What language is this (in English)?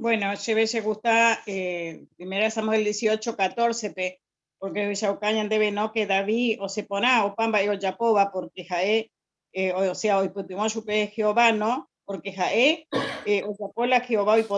Guarani